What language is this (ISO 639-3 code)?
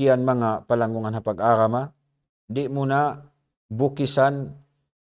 tsg